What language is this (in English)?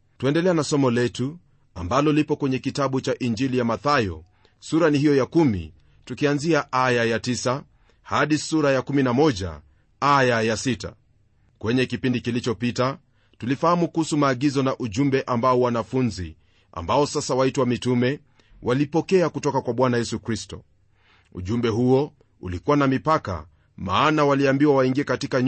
Swahili